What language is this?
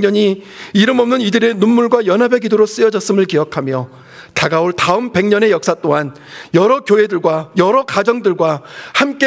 Korean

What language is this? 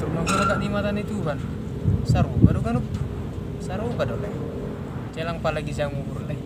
Batak Toba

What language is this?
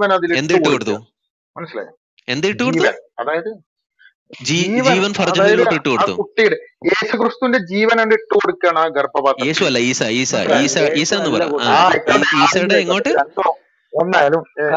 Malayalam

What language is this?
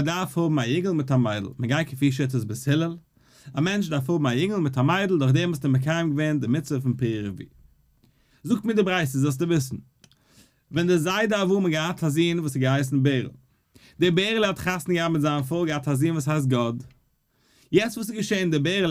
Yiddish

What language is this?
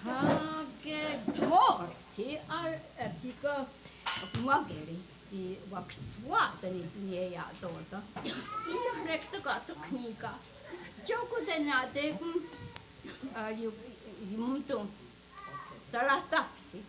Mohawk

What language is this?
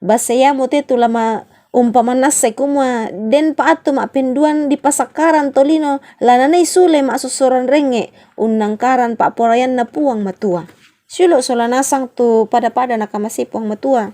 Toraja-Sa'dan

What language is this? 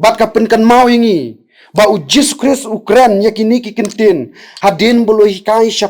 Khasi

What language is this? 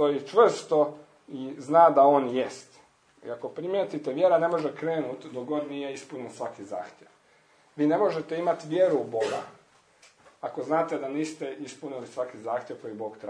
Croatian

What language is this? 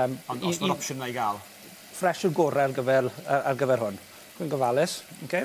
Welsh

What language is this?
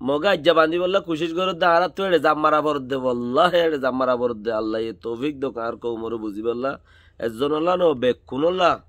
Rohingya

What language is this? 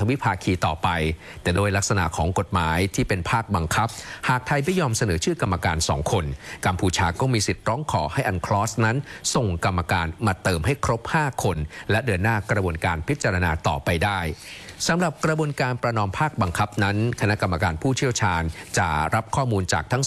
Thai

